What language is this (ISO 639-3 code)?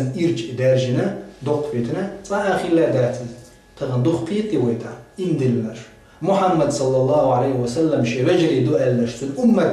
che